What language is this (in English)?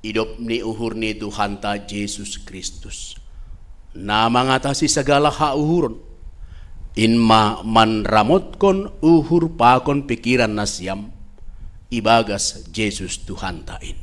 Batak Simalungun